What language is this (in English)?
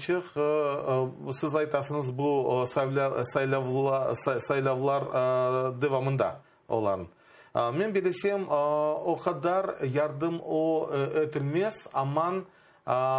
Crimean Tatar